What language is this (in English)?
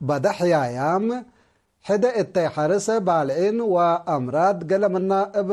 Tigre